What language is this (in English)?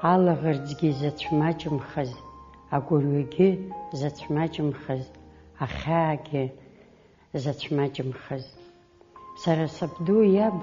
Abkhazian